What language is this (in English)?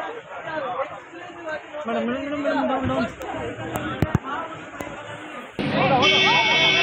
Kannada